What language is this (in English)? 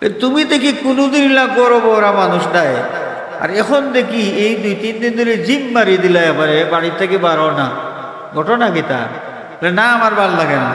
Sylheti